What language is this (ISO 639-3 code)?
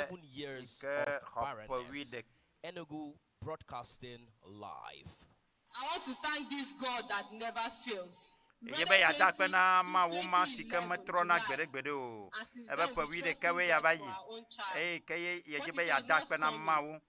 ewe